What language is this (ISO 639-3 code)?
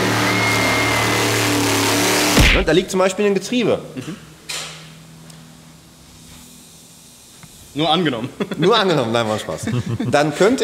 deu